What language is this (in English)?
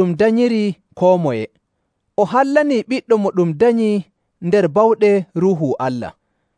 Nigerian Fulfulde